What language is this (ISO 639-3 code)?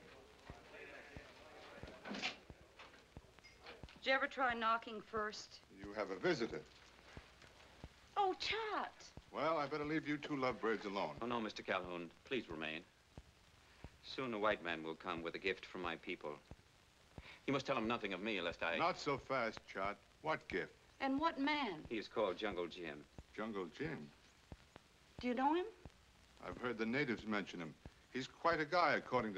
eng